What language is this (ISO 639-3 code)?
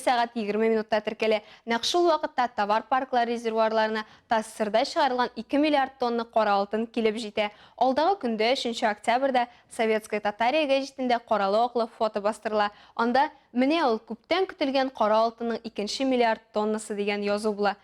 tat